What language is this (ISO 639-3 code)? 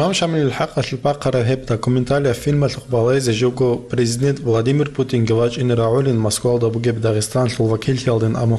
ava